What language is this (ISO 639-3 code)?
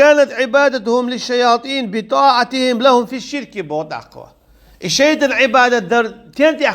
che